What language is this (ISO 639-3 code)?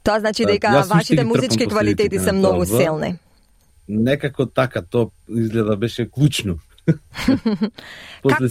mkd